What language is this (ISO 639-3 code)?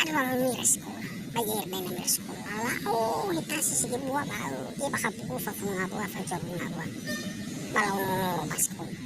nia